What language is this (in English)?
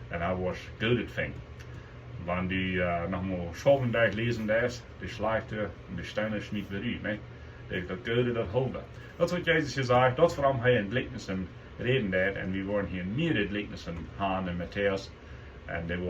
Plautdietsch